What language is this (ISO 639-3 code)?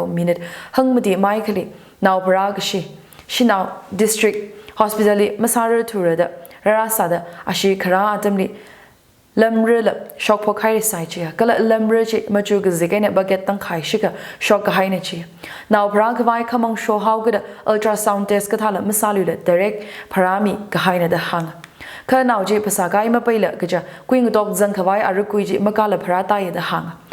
nmf